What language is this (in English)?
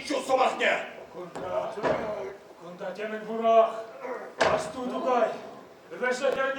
Chuvash